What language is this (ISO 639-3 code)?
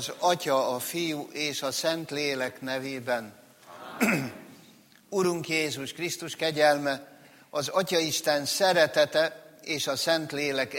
hun